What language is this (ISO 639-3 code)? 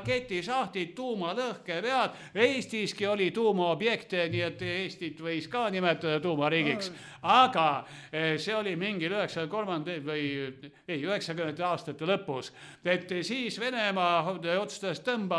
est